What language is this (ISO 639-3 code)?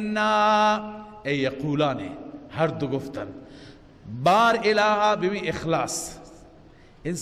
fas